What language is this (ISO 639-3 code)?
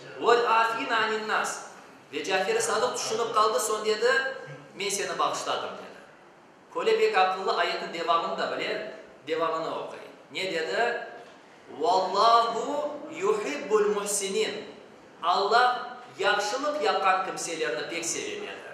crh